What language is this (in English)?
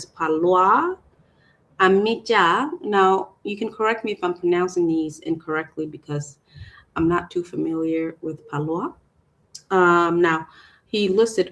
Acoli